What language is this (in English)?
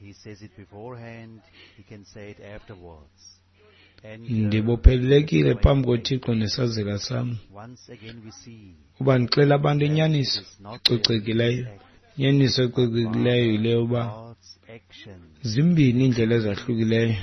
Xhosa